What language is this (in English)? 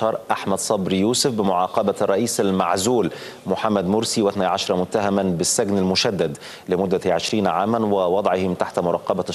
Arabic